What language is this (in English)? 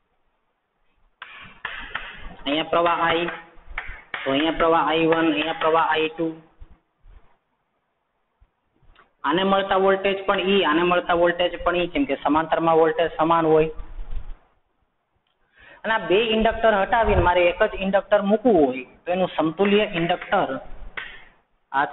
Gujarati